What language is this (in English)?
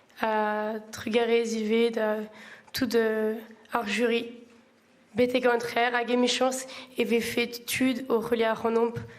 Breton